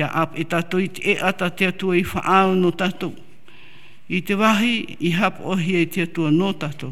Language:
Tahitian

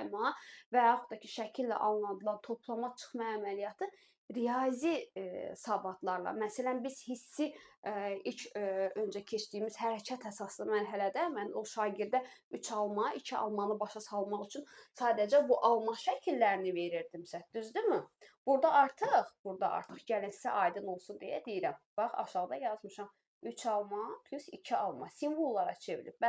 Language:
Azerbaijani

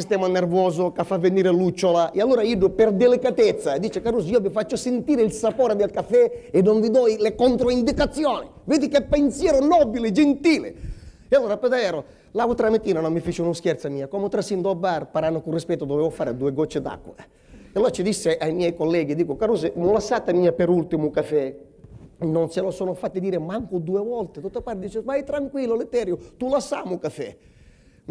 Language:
Sicilian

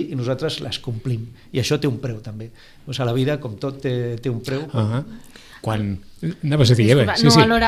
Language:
Catalan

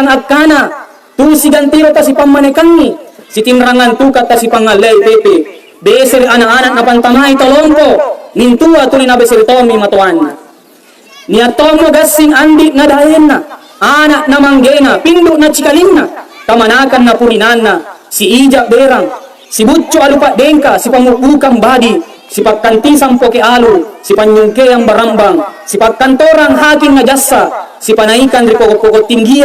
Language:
Makasar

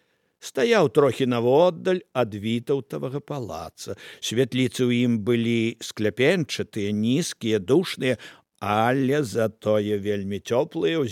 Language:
Belarusian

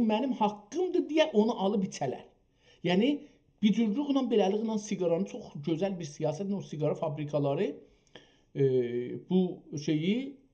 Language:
South Azerbaijani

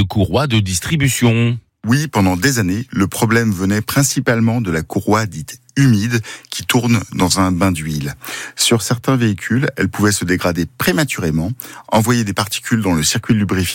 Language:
French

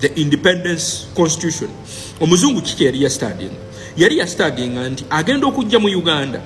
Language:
Ganda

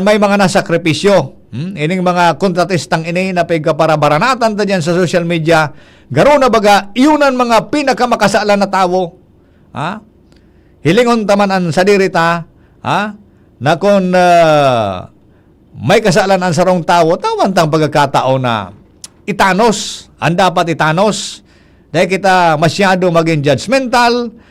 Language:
Bikol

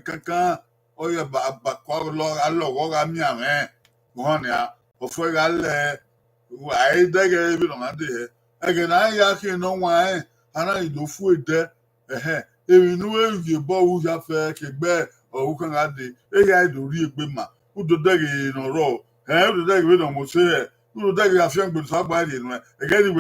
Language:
Bini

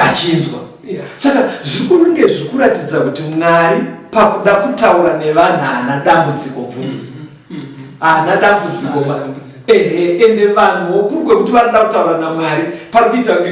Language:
Shona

